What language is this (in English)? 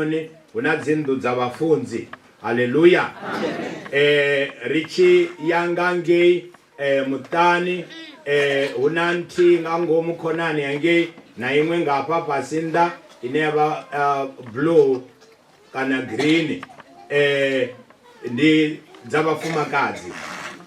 Venda